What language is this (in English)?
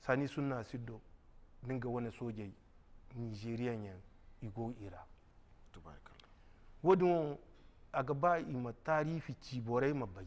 Zarma